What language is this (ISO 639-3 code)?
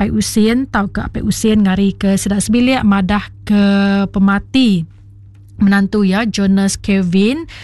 iba